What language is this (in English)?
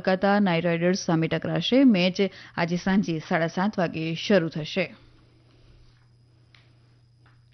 Gujarati